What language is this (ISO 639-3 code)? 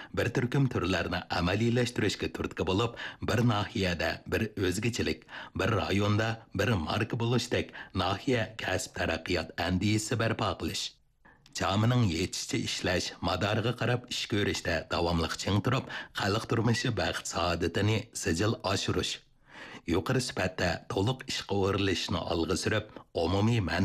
uig